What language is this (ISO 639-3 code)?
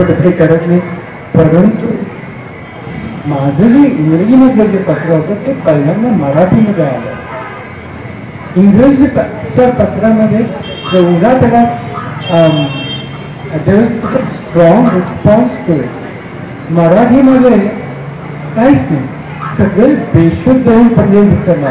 mar